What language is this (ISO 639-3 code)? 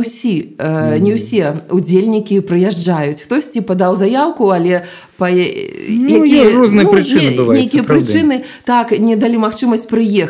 bel